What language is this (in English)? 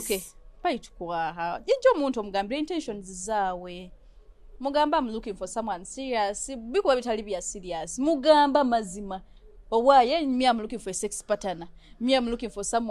Nyoro